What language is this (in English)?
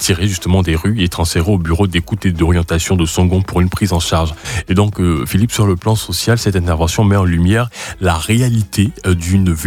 French